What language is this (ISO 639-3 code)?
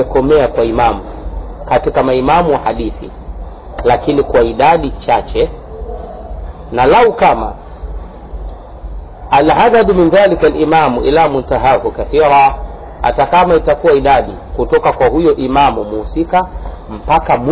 swa